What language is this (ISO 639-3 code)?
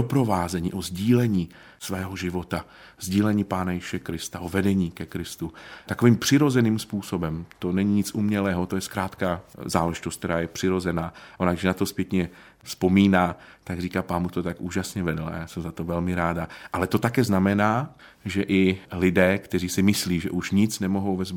ces